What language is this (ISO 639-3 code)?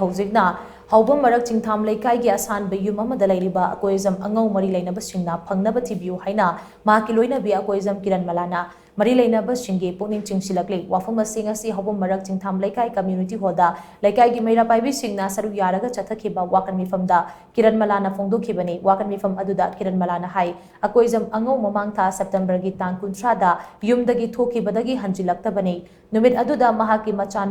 mni